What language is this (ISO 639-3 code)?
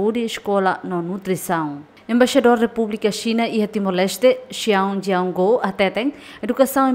tet